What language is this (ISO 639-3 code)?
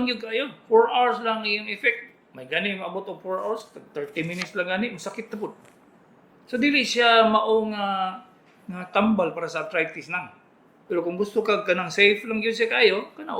ceb